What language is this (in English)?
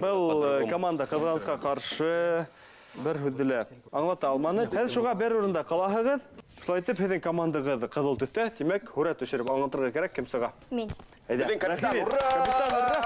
Bashkir